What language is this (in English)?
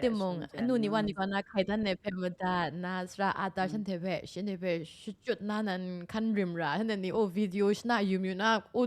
Kachin